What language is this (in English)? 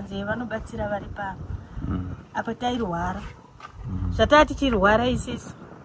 Shona